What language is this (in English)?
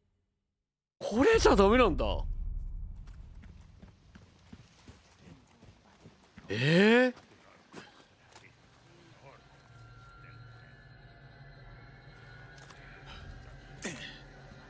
Japanese